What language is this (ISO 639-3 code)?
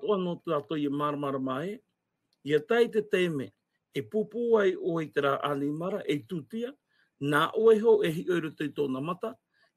tah